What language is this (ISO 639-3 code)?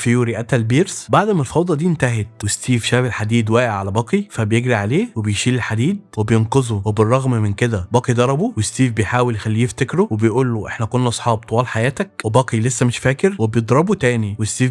arz